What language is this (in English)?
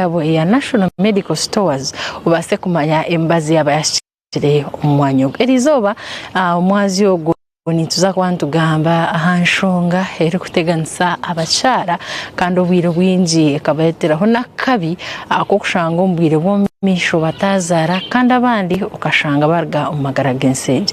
Nyankole